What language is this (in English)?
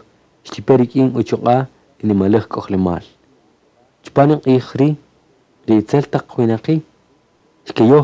Kaqchikel